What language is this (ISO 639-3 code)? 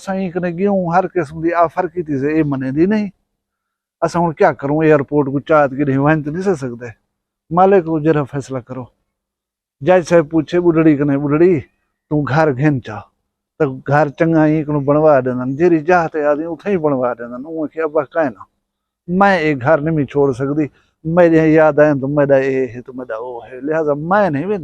skr